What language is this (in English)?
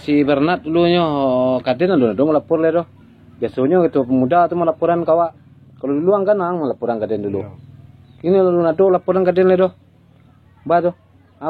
Minangkabau